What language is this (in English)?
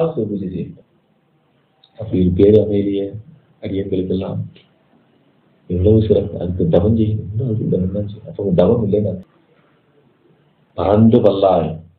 Tamil